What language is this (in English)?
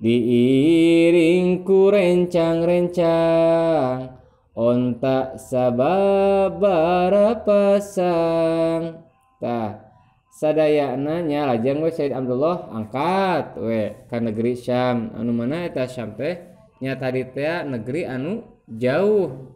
Sundanese